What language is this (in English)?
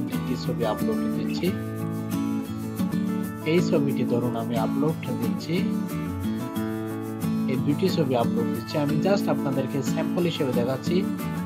Bangla